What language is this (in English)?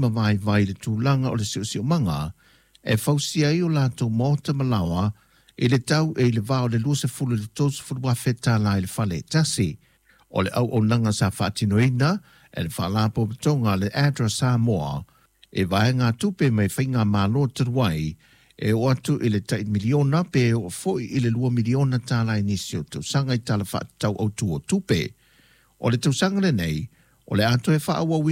Samoan